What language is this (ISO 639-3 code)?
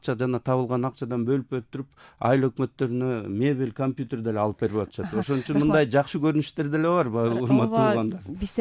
kir